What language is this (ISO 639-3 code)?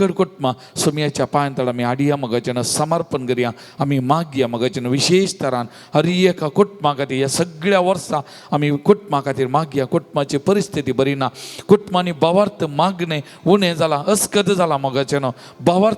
kok